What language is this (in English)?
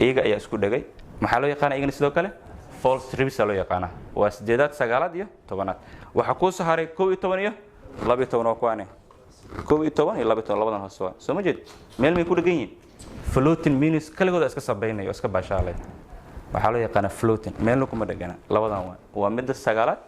Somali